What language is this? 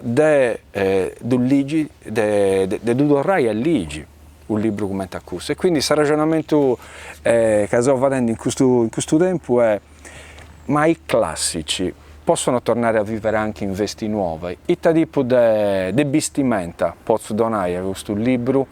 Sardinian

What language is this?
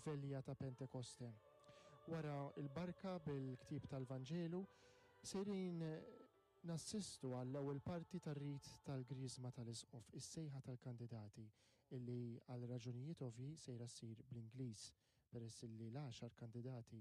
Maltese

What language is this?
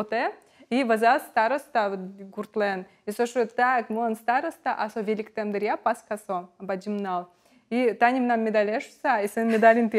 Udmurt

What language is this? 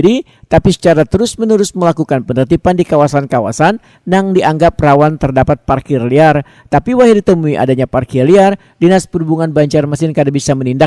Banjar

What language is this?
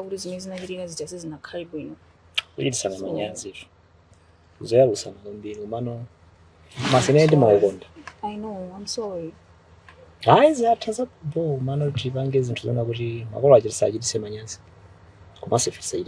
Nyanja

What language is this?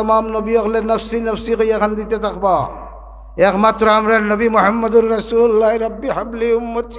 Sylheti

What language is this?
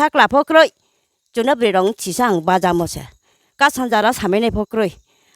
Riang (India)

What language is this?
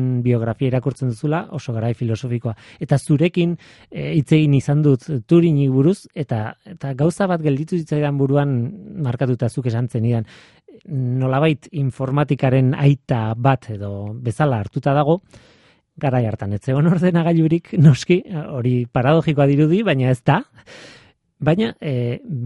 Basque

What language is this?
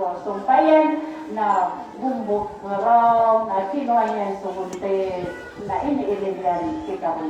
Maranao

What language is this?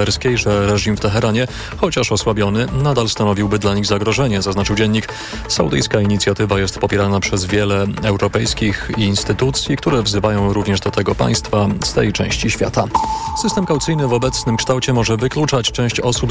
Polish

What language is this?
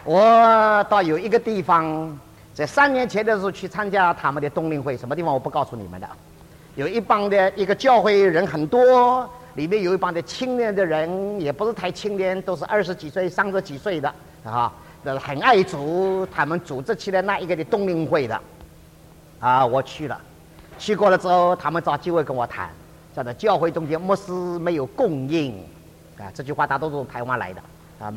Chinese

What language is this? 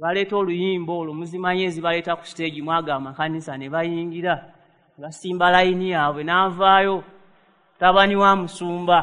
Ganda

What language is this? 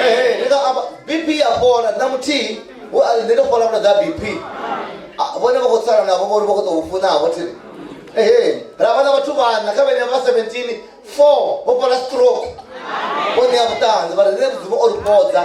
Venda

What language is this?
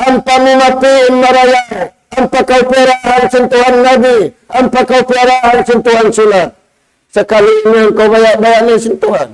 Tausug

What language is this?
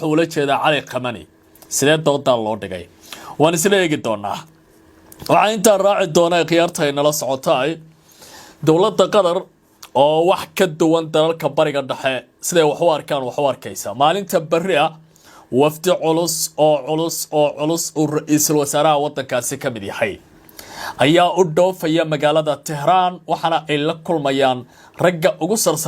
Somali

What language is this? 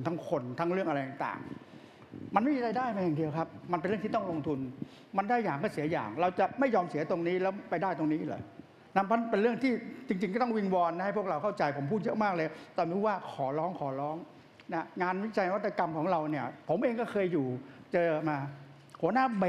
Thai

